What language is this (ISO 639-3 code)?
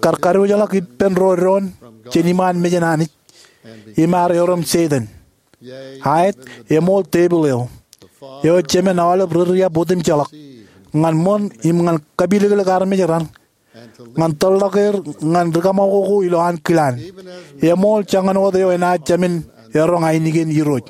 mah